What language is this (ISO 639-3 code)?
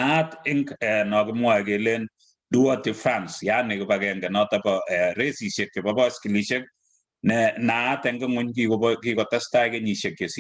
kln